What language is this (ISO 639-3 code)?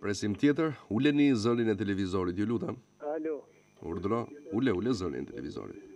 sqi